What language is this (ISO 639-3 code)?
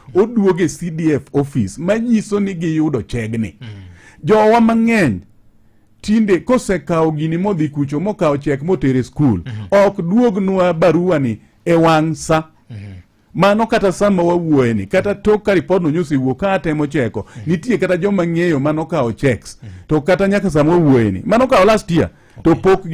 luo